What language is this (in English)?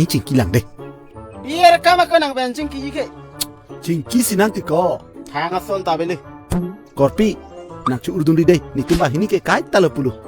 Karbi